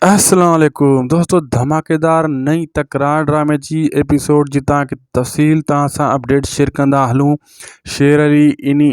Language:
Sindhi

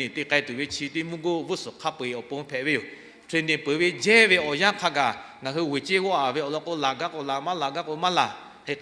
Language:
Lahu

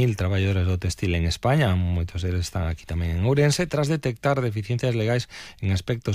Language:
Galician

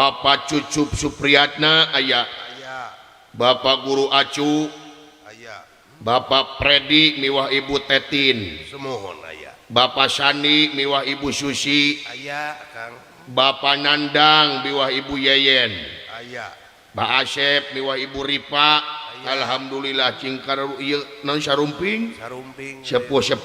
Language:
Sundanese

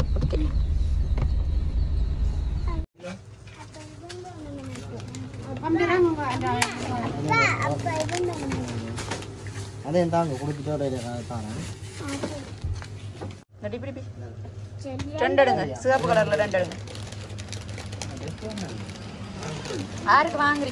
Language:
Tamil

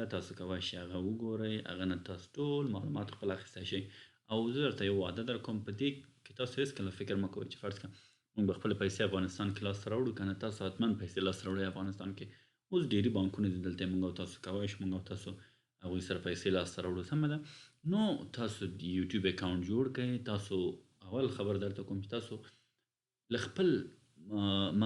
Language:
Pashto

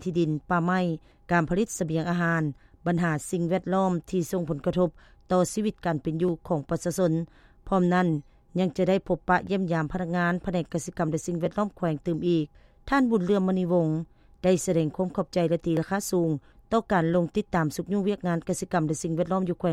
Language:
Lao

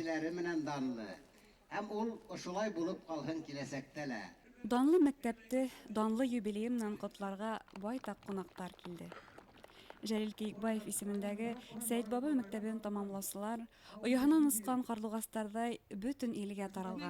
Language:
Bashkir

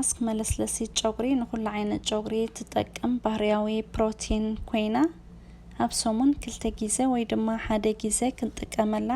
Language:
Tigrinya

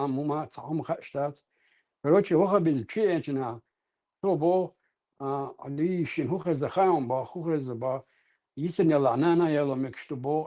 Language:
Chechen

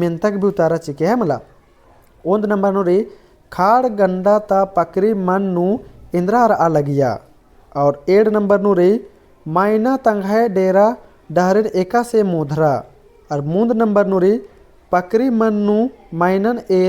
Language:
Kurukh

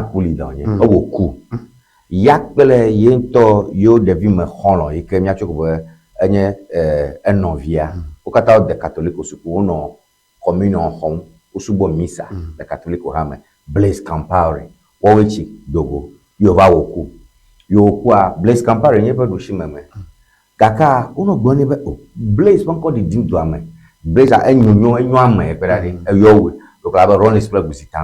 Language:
Ewe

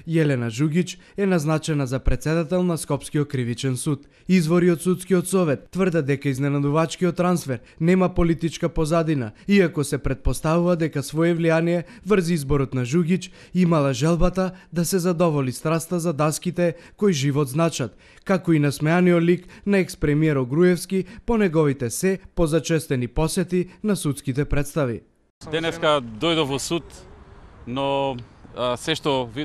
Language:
Macedonian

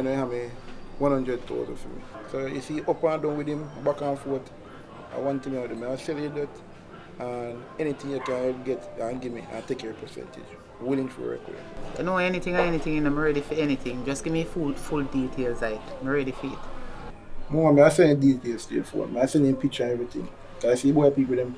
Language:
Jamaican Creole English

